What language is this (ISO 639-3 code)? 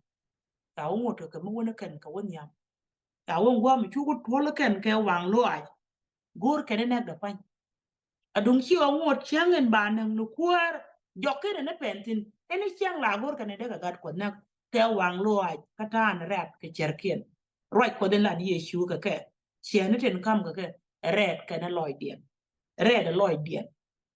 nus